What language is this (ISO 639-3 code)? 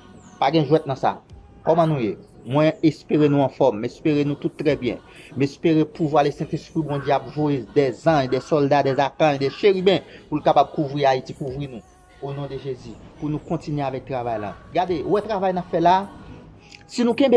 hat